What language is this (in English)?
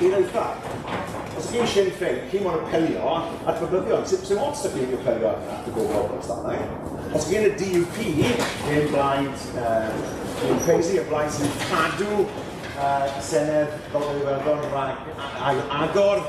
Welsh